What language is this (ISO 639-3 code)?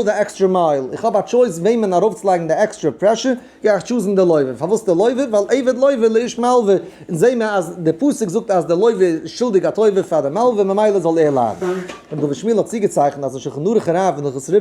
yid